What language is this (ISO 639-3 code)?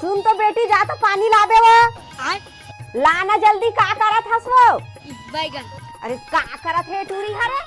hne